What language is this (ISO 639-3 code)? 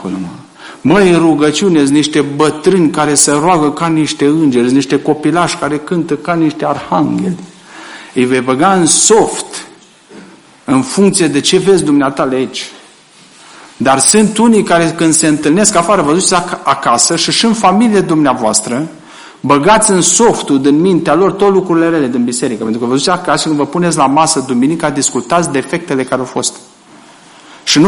ron